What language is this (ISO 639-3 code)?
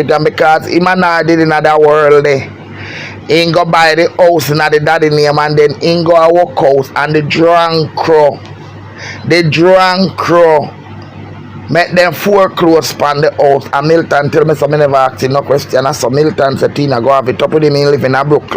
jam